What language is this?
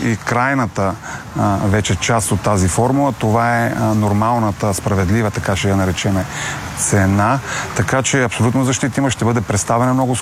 Bulgarian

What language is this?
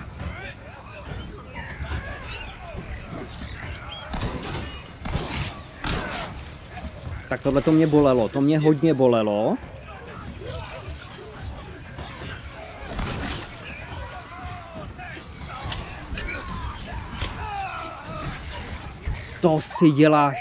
Czech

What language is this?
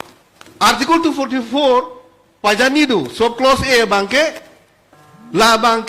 Karbi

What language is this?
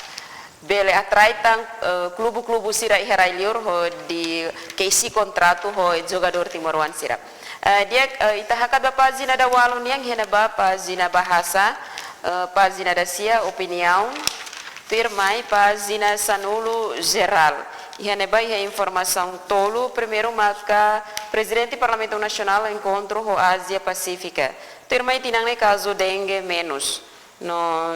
Tetum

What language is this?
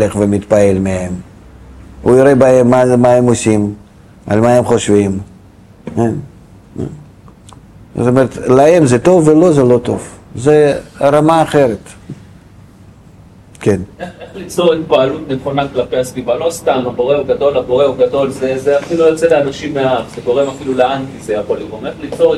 Hebrew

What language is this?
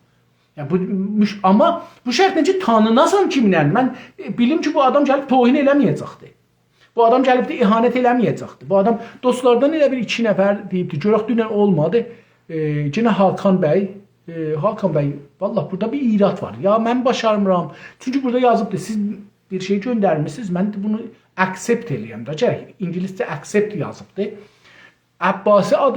South Azerbaijani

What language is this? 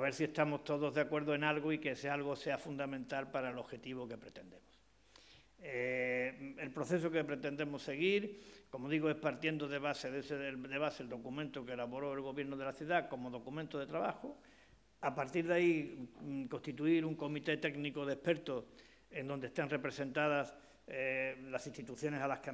Spanish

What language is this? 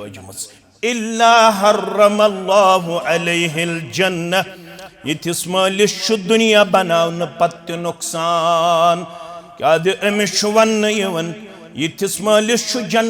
Kashmiri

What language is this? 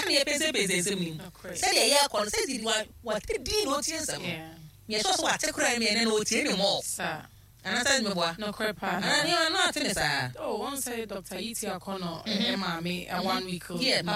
Akan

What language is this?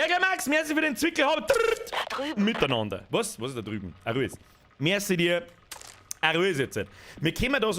Bavarian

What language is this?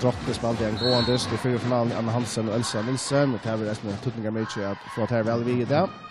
Faroese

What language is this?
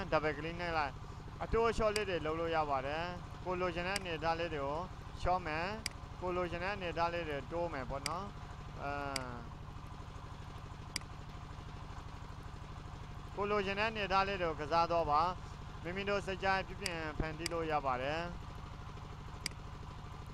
Burmese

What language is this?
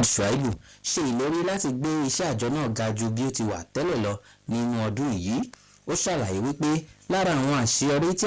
Yoruba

